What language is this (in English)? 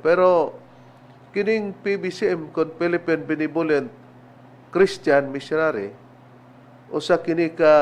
Cebuano